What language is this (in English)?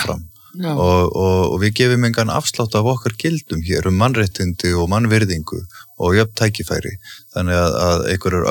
Icelandic